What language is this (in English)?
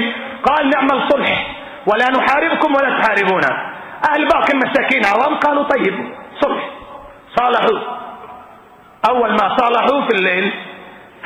Arabic